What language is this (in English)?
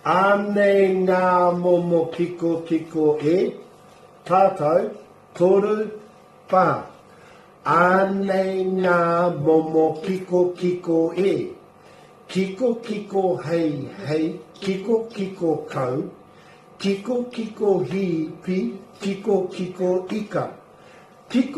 Māori